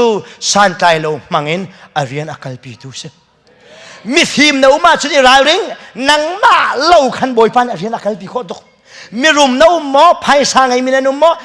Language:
Hakha Chin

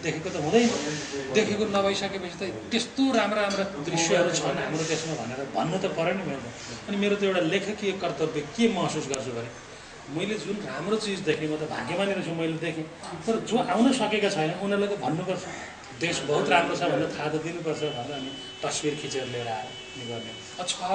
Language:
Nepali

